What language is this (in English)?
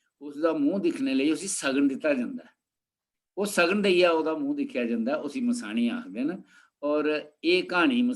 Dogri